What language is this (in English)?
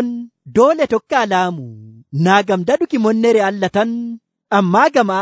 Nigerian Fulfulde